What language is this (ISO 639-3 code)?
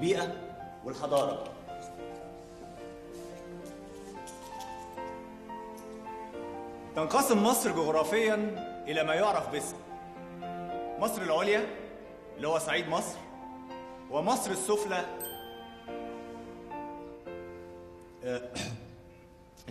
arz